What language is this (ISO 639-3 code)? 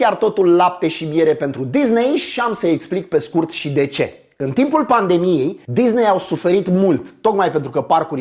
ron